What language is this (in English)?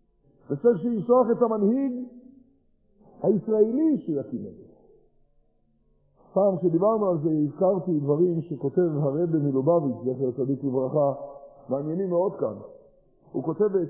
Hebrew